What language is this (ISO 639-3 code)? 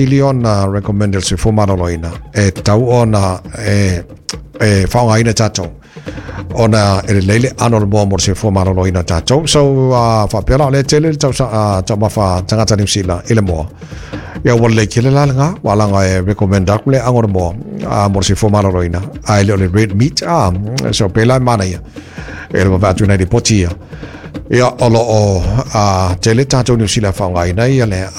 smo